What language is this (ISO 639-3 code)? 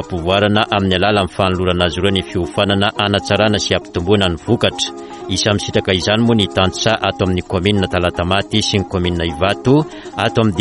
mlg